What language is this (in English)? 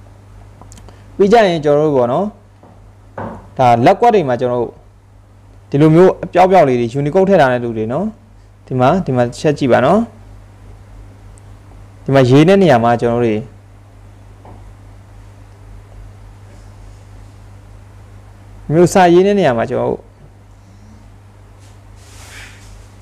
Burmese